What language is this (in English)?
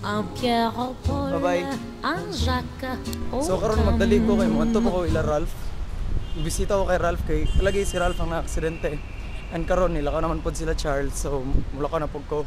Cebuano